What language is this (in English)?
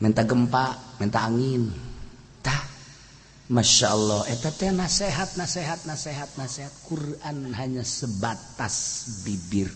Sundanese